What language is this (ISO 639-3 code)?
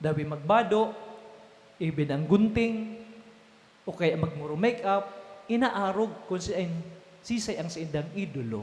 bik